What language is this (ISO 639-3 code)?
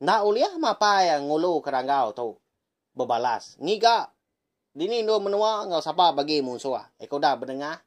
iba